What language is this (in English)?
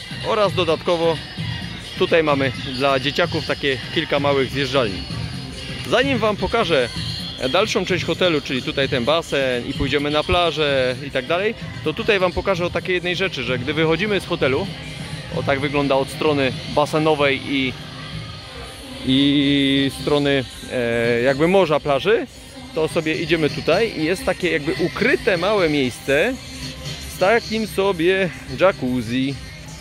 Polish